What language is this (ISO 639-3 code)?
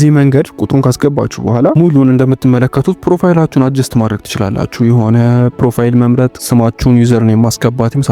amh